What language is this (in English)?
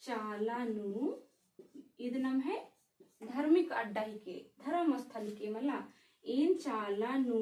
Kurukh